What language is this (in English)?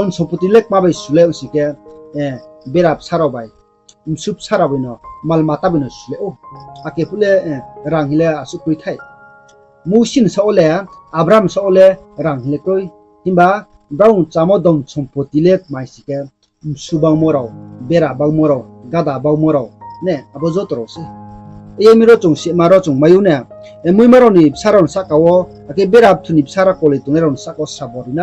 Riang (India)